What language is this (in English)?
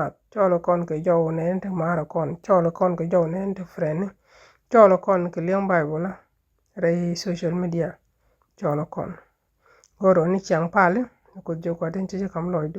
Nuer